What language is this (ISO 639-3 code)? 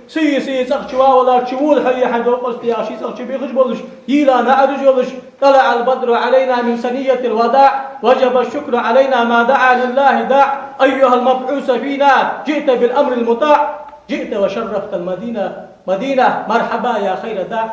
inh